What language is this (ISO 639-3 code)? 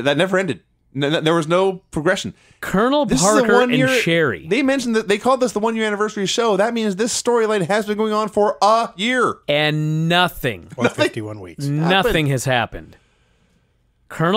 eng